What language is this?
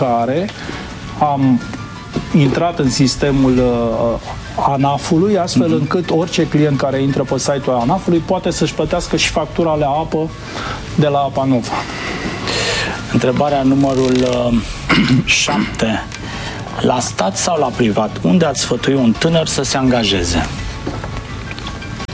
Romanian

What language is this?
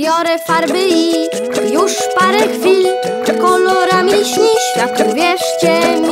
Polish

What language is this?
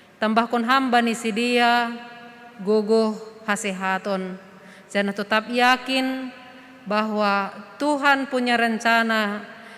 Batak Simalungun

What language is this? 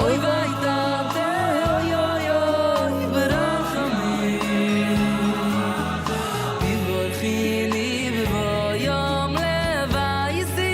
Yiddish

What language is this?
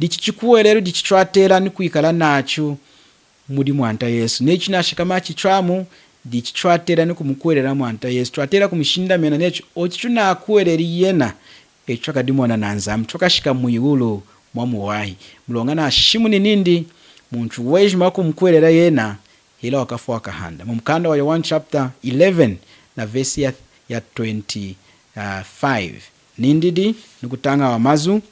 Lunda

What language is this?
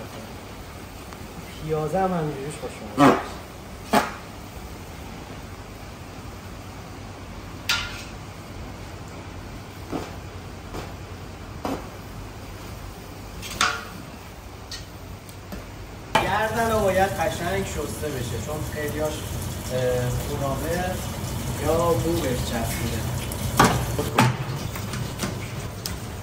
Persian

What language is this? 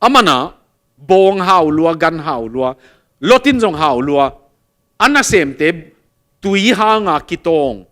Tedim Chin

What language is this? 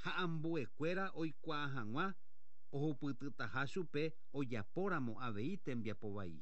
Guarani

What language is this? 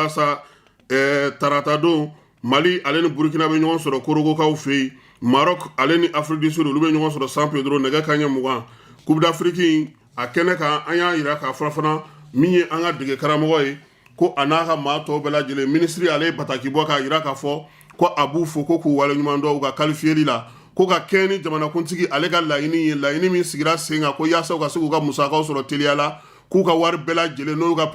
Bambara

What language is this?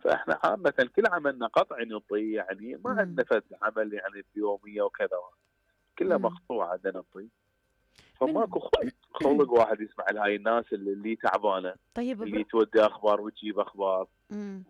Mesopotamian Arabic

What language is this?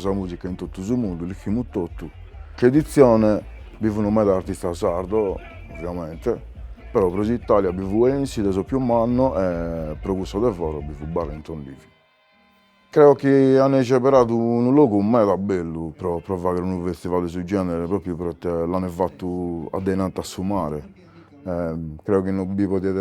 Sardinian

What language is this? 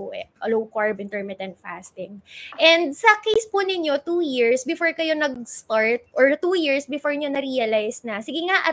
Filipino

